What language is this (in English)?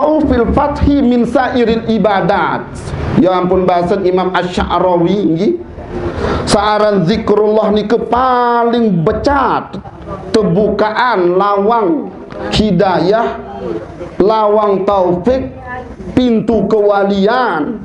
Sasak